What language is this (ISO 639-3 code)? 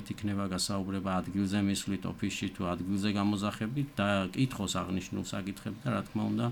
kat